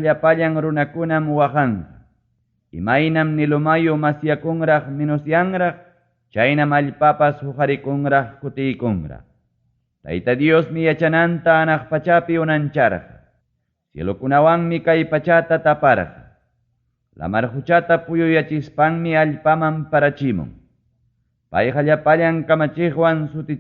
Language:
Ayacucho Quechua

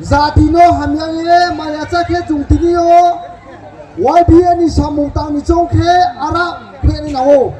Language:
Riang (India)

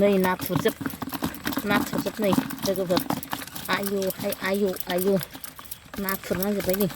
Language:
Bodo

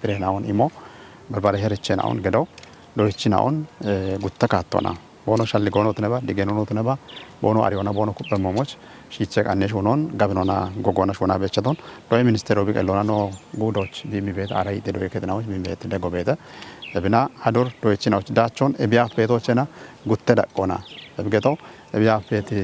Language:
Kafa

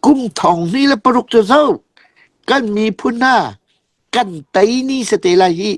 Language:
Hakha Chin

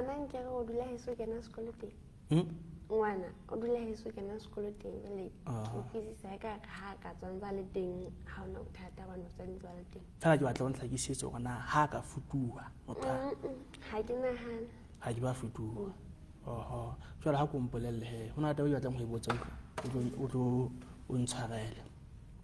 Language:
Southern Sotho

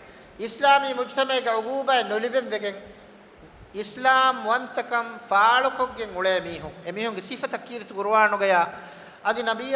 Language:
Divehi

